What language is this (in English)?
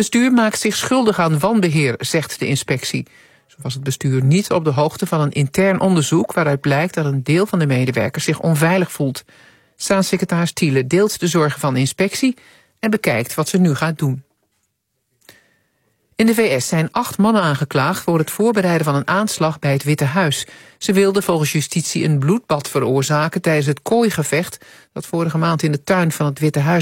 Dutch